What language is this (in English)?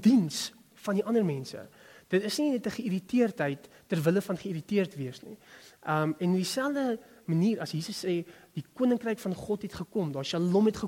Afrikaans